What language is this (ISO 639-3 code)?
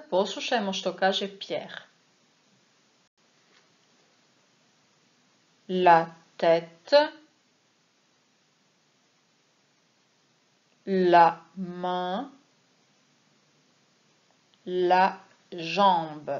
hrv